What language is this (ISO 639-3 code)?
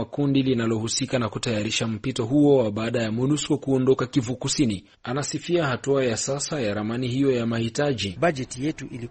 swa